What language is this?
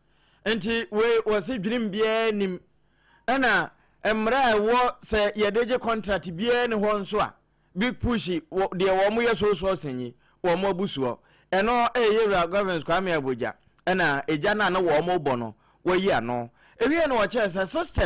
Akan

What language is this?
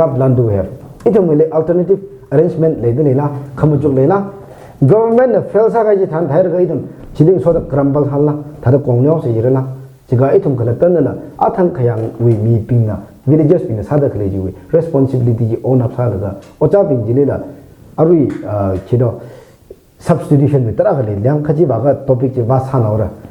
Tangkhul Naga (India)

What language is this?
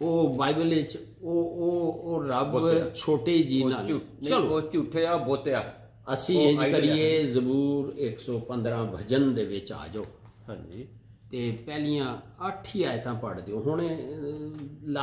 Punjabi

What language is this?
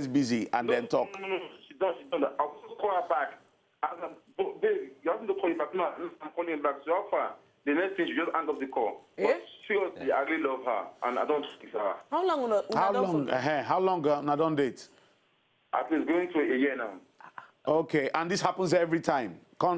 Nigerian Pidgin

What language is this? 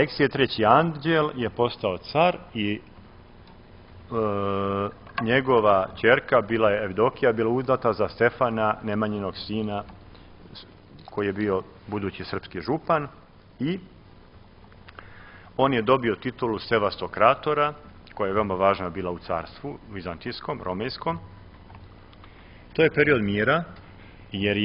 Serbian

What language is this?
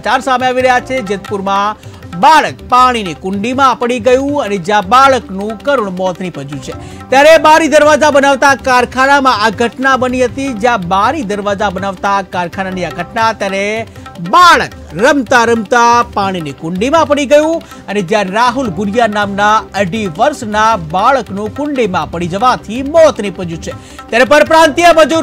Gujarati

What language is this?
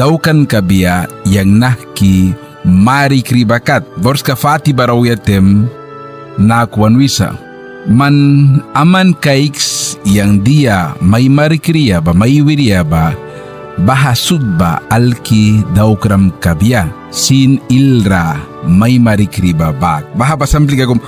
Mískito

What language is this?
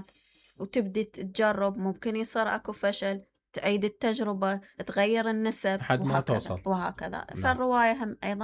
Mesopotamian Arabic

